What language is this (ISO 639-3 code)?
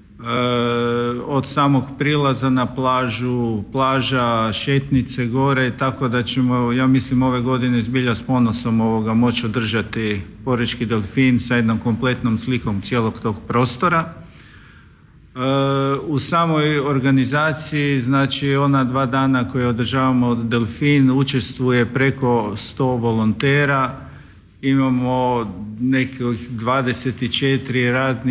hrv